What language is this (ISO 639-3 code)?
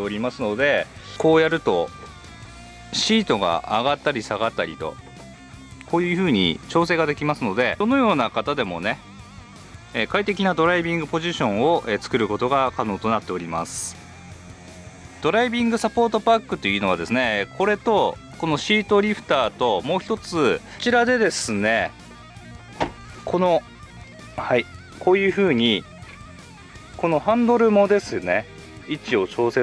jpn